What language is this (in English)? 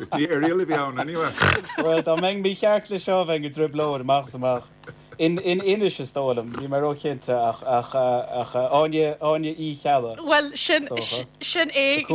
Irish